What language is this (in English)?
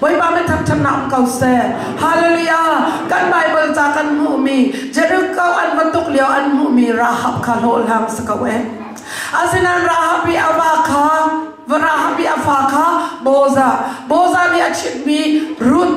Hakha Chin